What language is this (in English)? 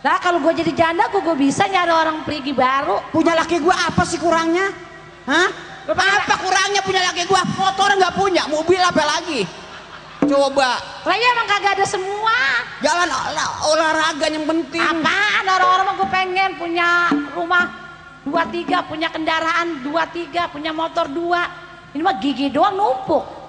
Betawi